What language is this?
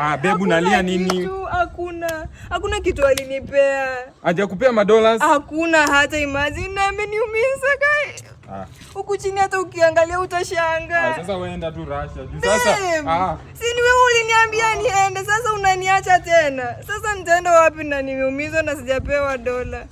Swahili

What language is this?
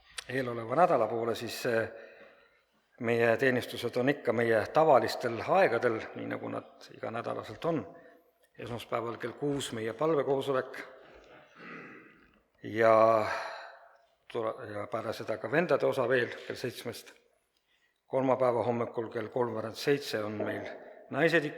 Estonian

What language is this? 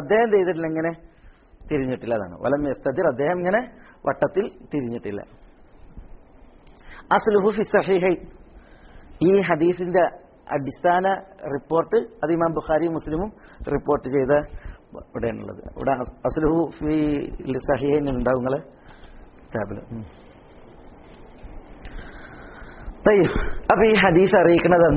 Malayalam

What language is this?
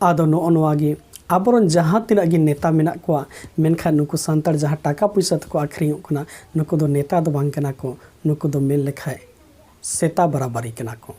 Santali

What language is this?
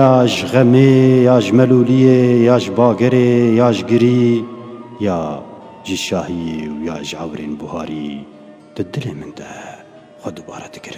Kurdish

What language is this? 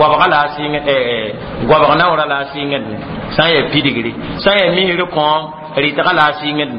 Mossi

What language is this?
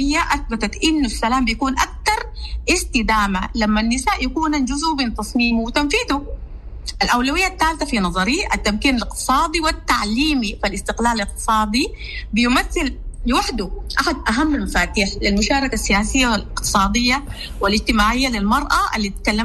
Sudanese Arabic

